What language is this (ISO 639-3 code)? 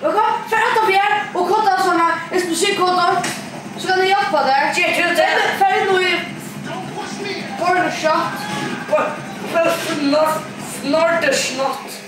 fao